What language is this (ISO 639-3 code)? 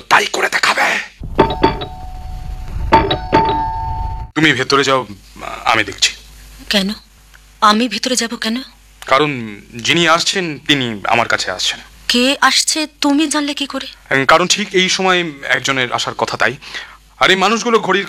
ben